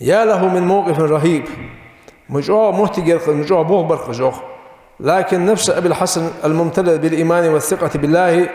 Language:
Ingush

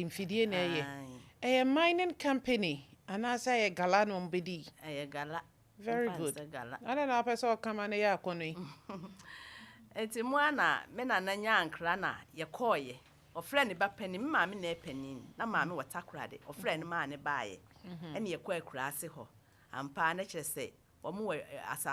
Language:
Akan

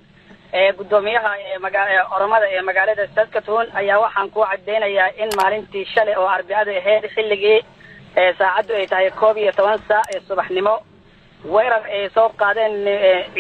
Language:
Somali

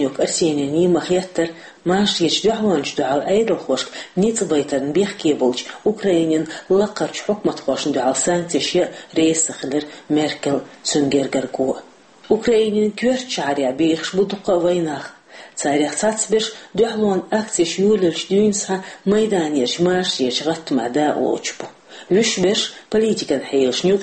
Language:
Chechen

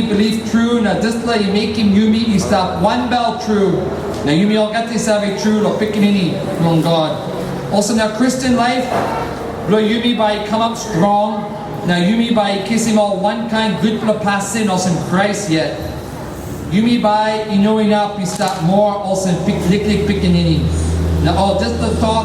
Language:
Tok Pisin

